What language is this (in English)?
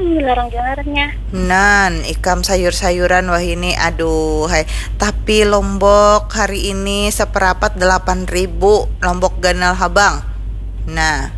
Banjar